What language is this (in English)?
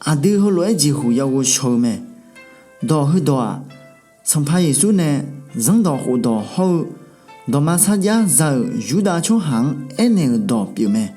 Akha